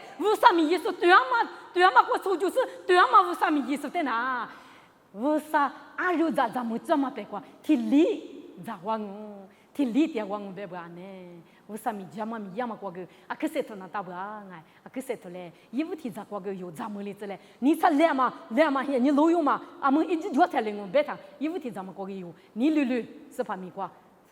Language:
Lisu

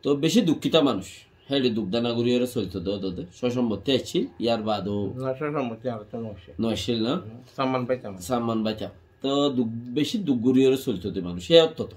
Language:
Rohingya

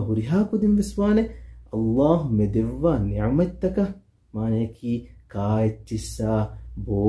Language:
Divehi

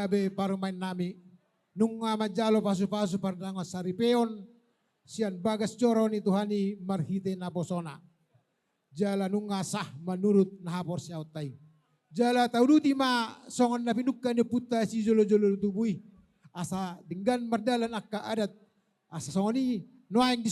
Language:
Batak Toba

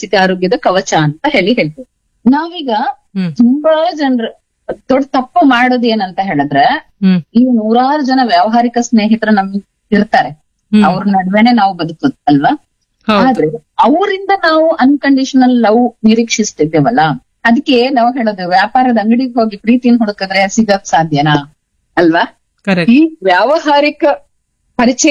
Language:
Kannada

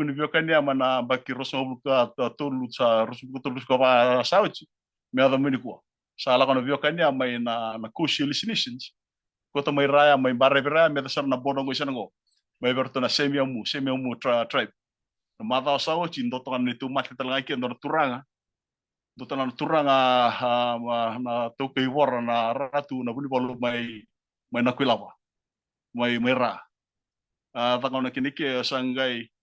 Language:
Fijian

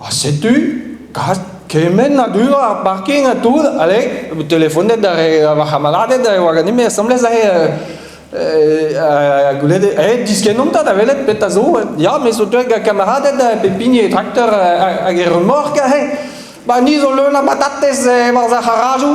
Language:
Breton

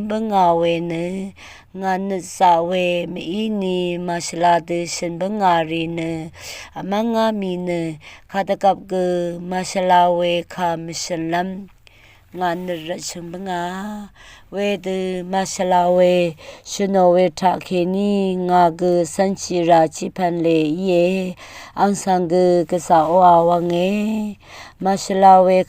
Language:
Rawang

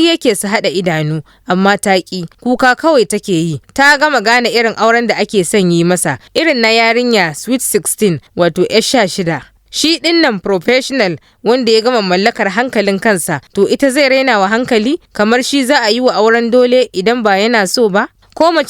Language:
Hausa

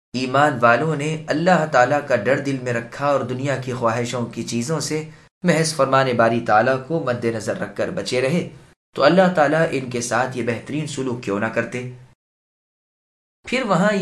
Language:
Urdu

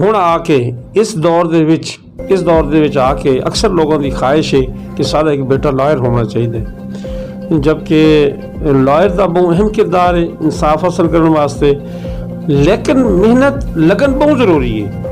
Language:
Saraiki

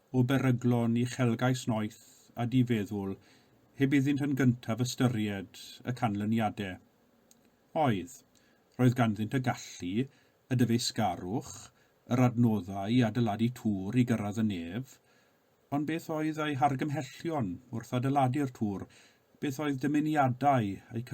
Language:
Welsh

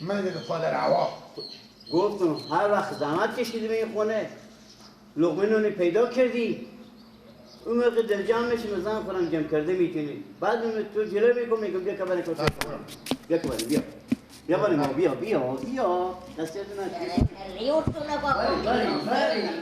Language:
Persian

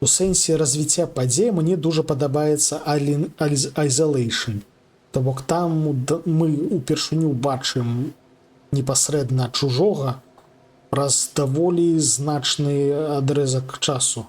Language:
Belarusian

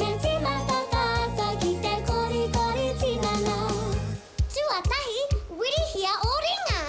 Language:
Māori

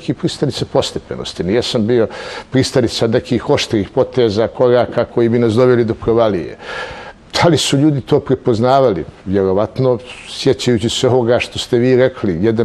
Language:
Bosnian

